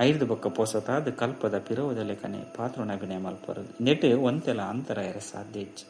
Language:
Tulu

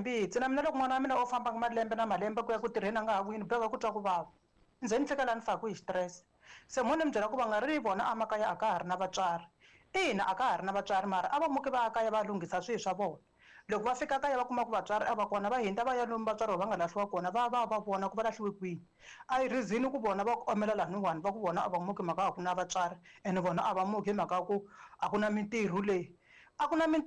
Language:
Tsonga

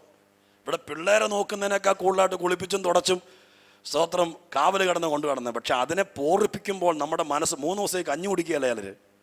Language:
Malayalam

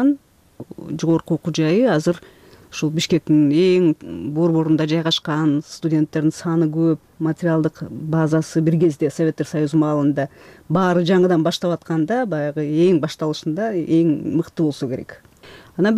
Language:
Kyrgyz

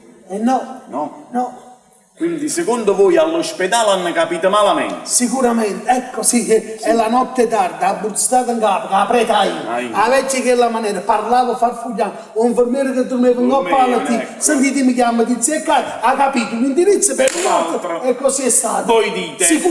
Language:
Neapolitan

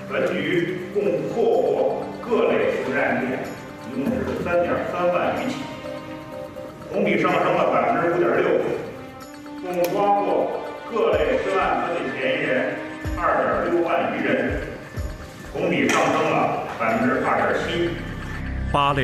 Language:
Chinese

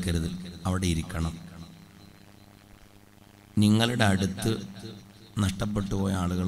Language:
Malayalam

